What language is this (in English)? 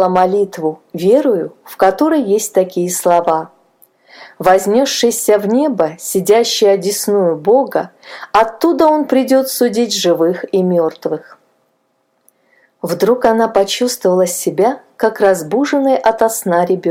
Russian